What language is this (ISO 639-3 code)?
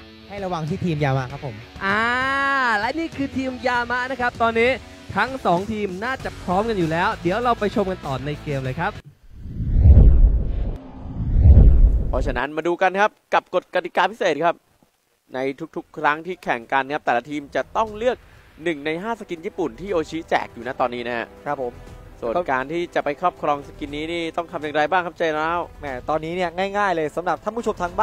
tha